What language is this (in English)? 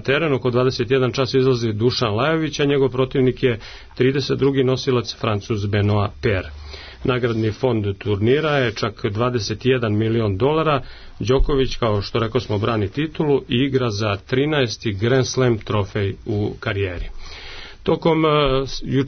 Serbian